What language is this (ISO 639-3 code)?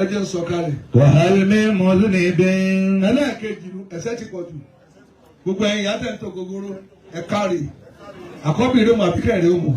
yor